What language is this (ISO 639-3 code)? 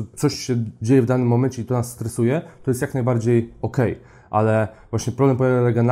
pol